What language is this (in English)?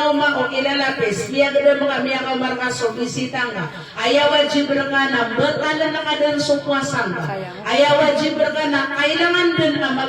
Maranao